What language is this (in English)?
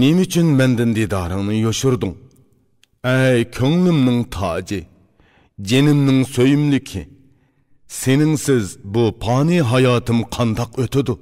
Uyghur